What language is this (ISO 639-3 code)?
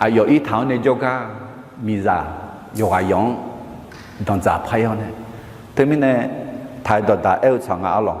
ahk